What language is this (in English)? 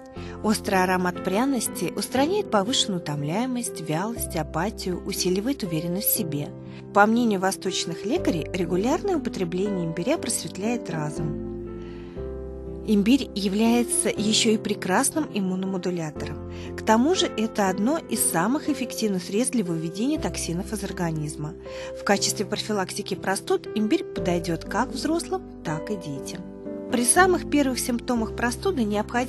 Russian